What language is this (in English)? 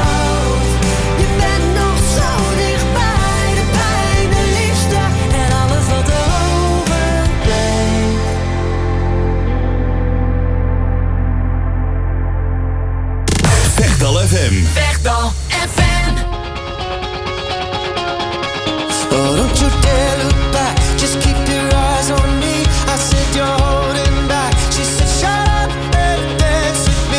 Dutch